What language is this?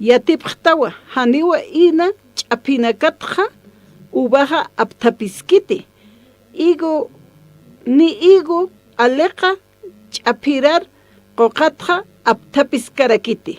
Aymara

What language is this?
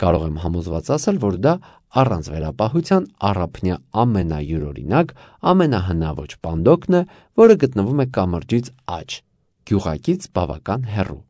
Armenian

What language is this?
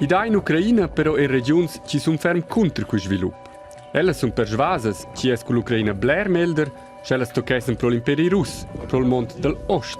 Romansh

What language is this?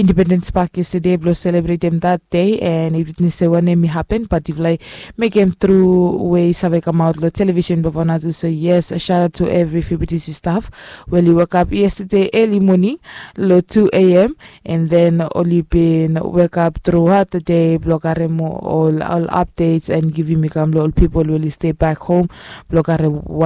Bislama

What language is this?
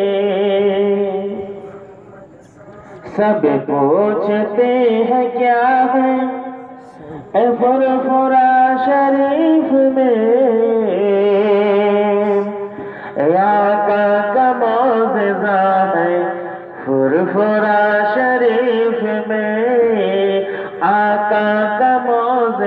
Bangla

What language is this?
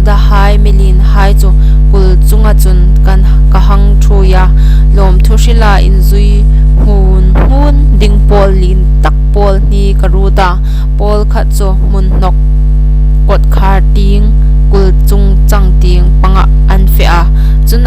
Hmar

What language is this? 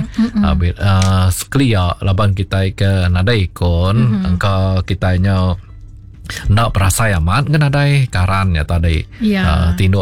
Iban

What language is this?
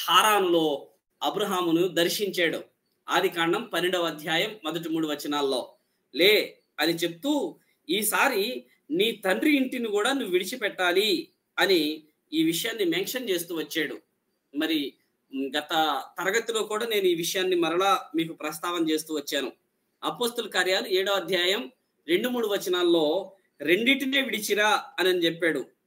Telugu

